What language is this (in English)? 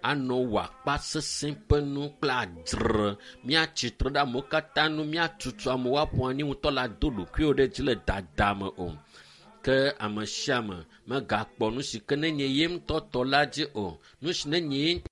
Ewe